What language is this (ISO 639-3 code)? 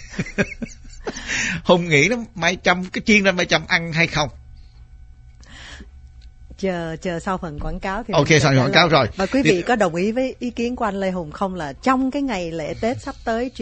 vie